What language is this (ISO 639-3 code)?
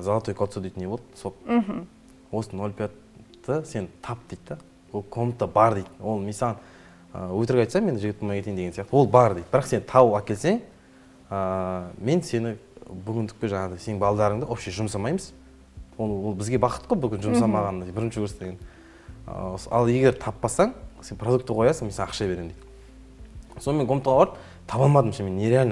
kaz